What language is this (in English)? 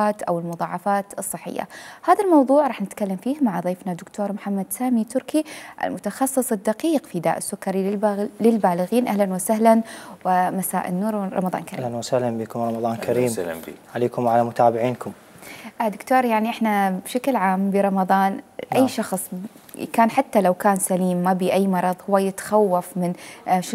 Mesopotamian Arabic